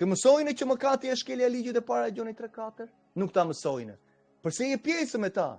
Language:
Albanian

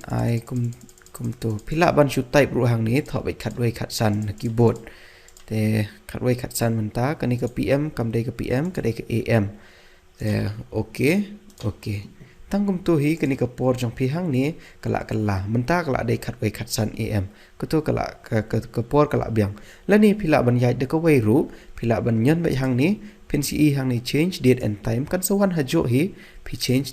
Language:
Khasi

